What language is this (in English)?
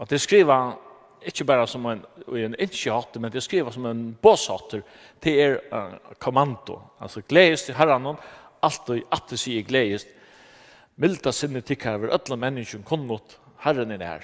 Faroese